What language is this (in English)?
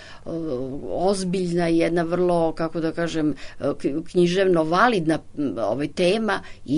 Serbian